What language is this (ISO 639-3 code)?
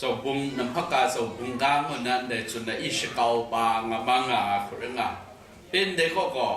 kac